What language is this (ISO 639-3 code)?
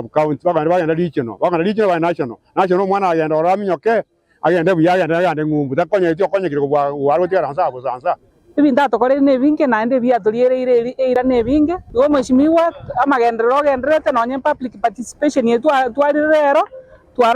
guz